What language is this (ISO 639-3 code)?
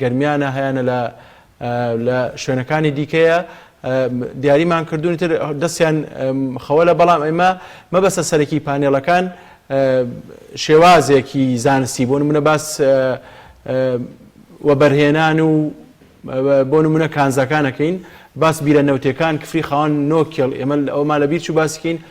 ckb